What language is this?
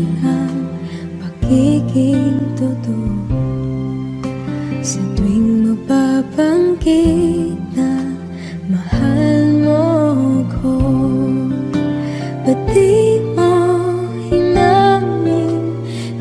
Filipino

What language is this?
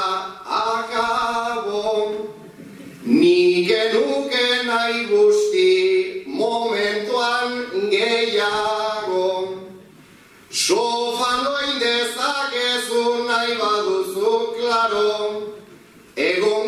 Basque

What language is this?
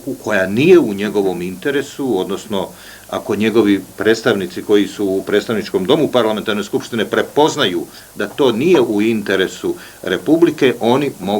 Serbian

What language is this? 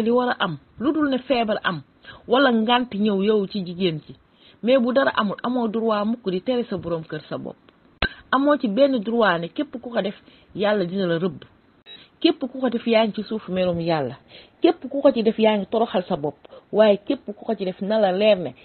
Wolof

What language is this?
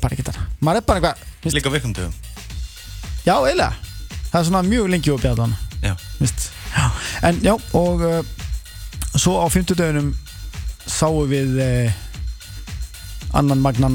Icelandic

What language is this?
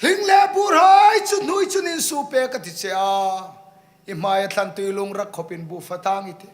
Hmar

